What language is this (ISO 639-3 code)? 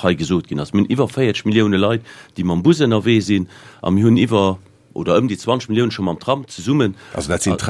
ltz